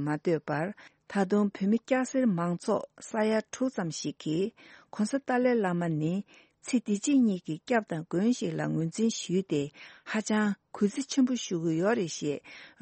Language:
Tibetan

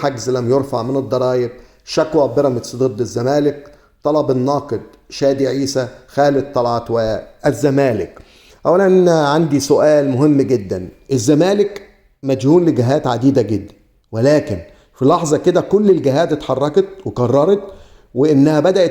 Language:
Egyptian Arabic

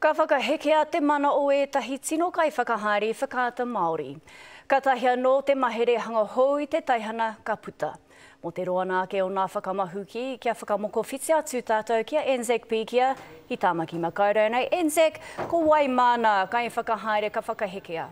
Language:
Māori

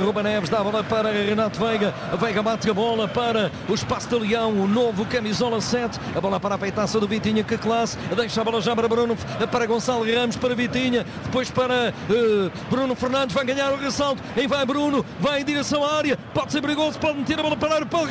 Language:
Portuguese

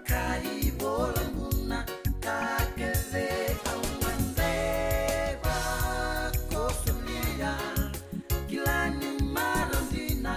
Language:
Fijian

